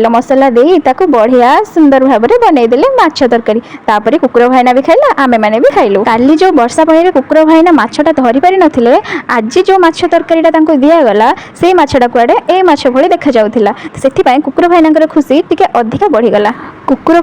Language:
Odia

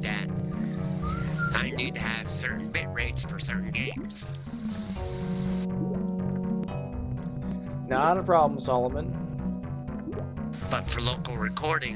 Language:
English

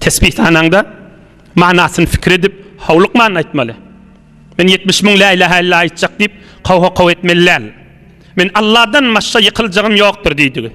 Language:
Turkmen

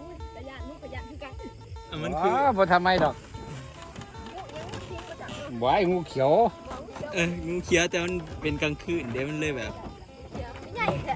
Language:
Northeastern Thai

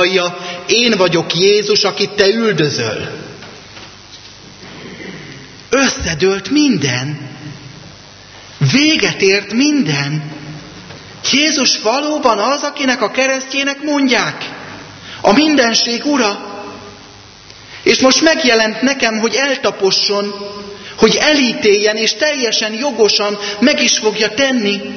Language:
Hungarian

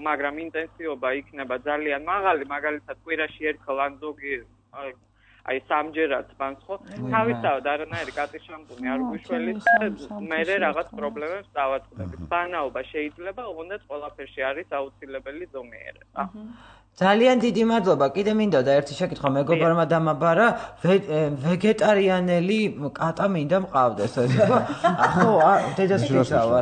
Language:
Georgian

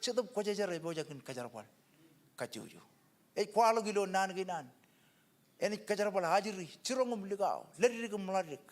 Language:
Marshallese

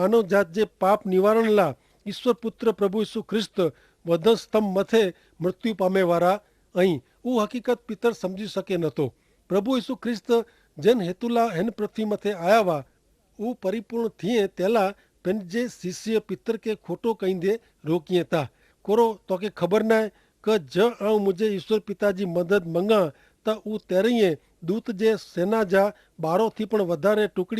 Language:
Kachhi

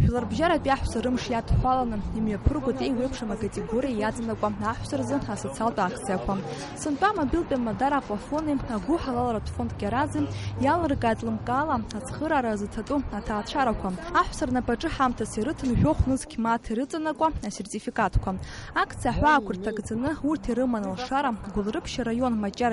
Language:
Abkhazian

